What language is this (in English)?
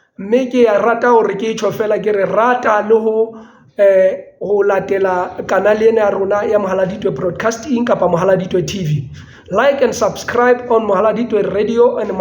Southern Sotho